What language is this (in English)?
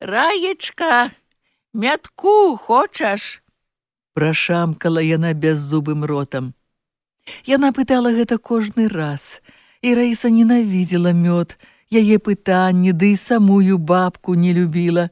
Belarusian